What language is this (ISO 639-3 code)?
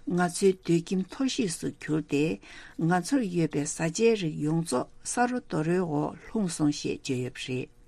bod